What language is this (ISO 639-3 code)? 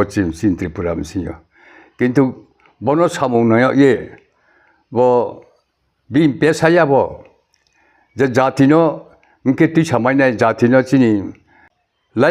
ria